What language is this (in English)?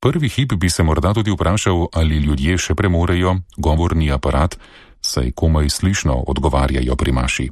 Slovenian